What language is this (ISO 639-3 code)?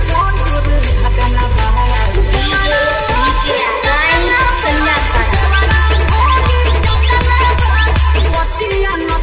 bho